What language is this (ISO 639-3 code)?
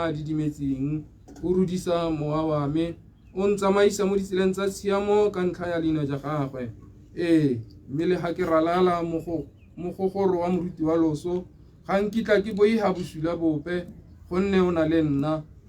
tsn